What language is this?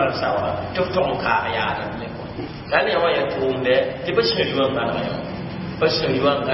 Mossi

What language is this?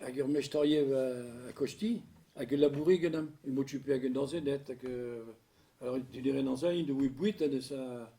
Breton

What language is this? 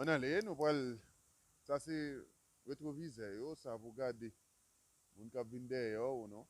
Haitian Creole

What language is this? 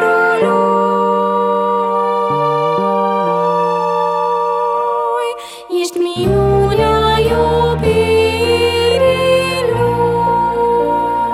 Romanian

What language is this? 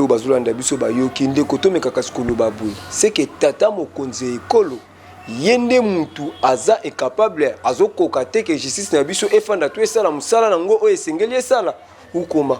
Lingala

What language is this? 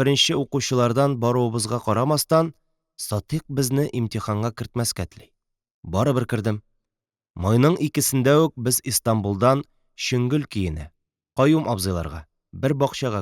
Tatar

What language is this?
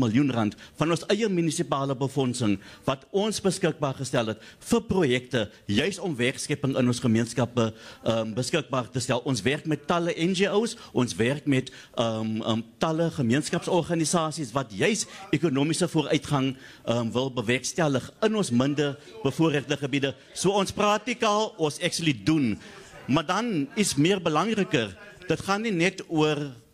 Afrikaans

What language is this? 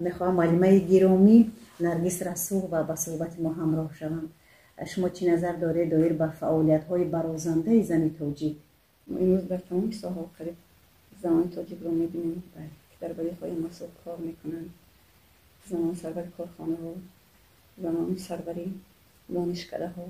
Tajik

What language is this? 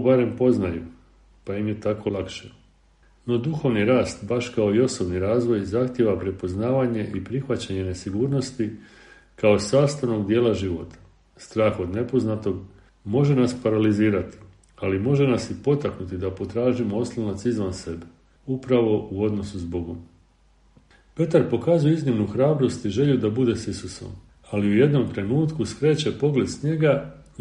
Croatian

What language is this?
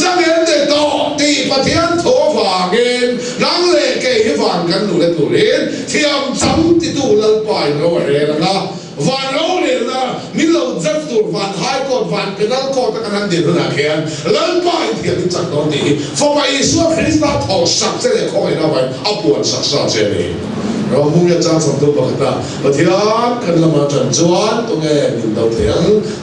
Mizo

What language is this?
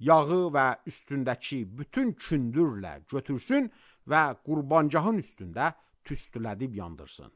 Azerbaijani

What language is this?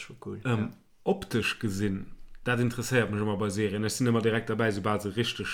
Luxembourgish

